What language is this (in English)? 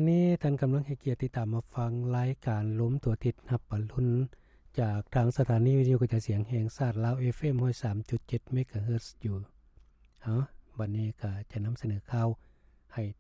Lao